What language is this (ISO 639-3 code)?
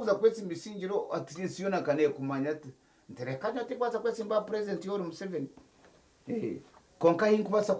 nyn